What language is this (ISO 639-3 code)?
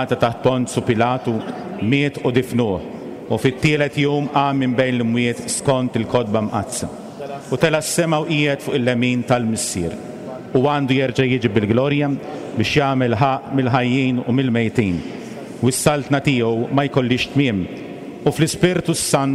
mlt